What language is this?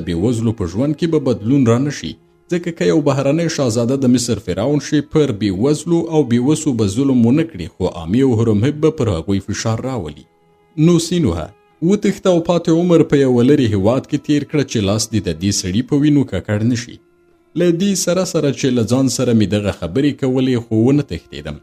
Pashto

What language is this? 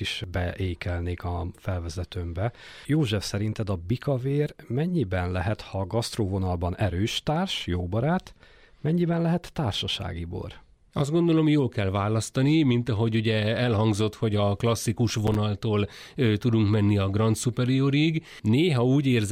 Hungarian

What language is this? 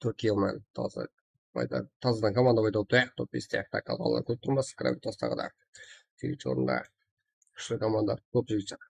Kara-Kalpak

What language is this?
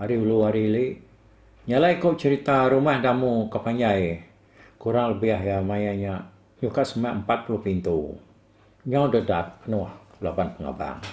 Iban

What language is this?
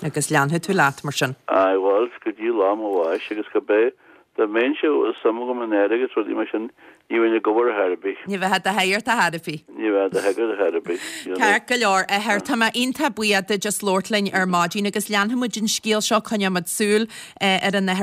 Irish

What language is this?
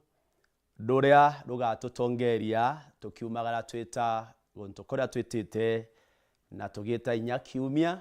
Meru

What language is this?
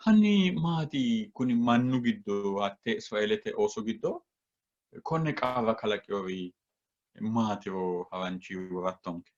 Sidamo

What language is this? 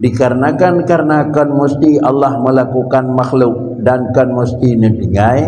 Achinese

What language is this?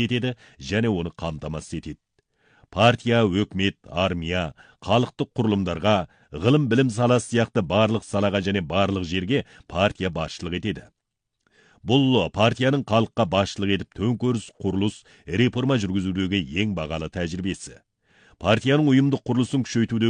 Kazakh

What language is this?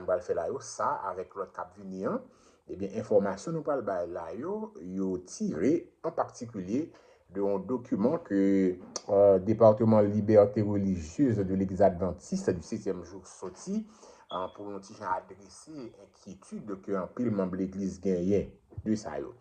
Haitian Creole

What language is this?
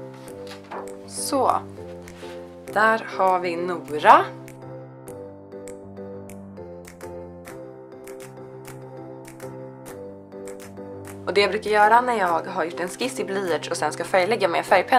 Swedish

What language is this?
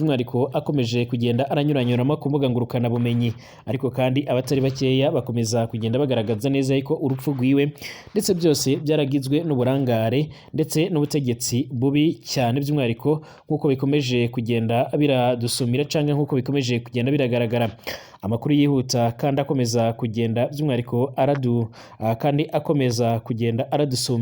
Rundi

